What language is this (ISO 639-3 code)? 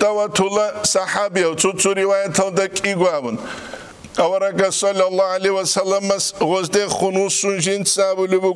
ava